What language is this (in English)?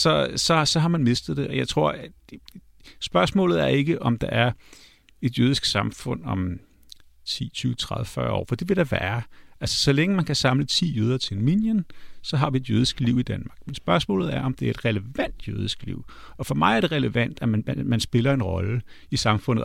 Danish